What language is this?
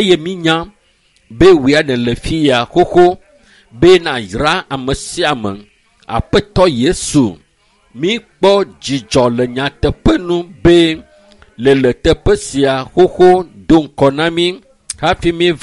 Ewe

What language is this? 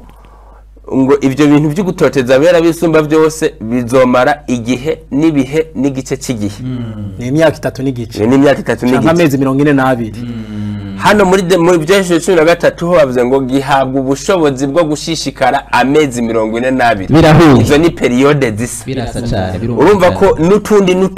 Rundi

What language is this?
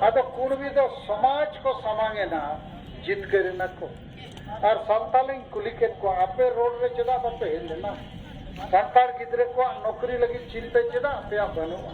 Santali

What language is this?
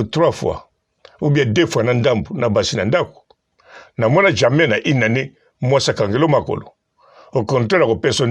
Lingala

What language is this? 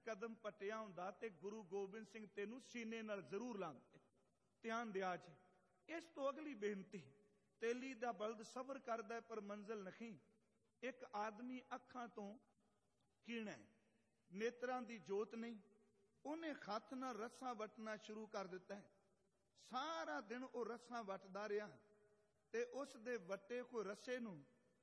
Punjabi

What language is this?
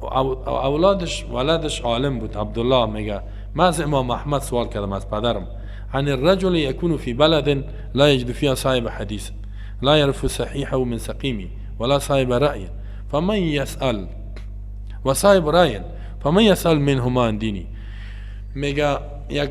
Persian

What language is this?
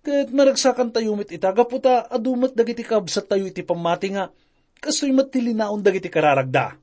Iloko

